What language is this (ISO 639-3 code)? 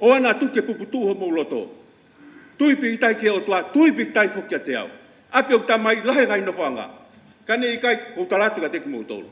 ton